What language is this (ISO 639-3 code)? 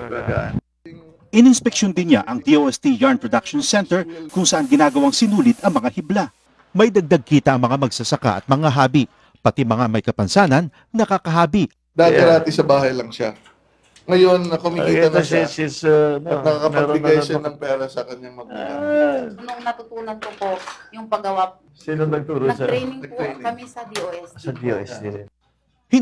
fil